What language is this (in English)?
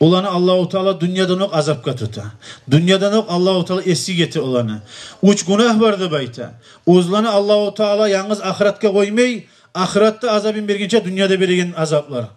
Kumyk